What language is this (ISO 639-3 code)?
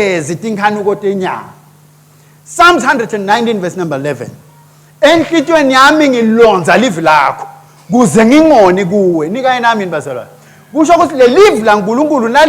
ssw